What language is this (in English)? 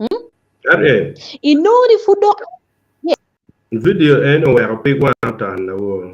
Acoli